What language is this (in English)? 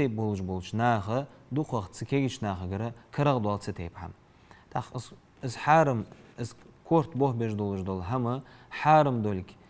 Ingush